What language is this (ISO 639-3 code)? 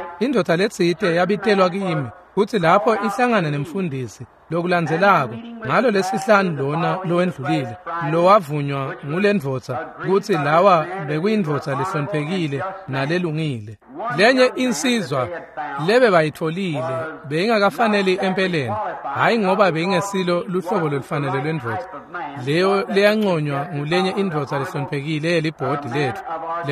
ssw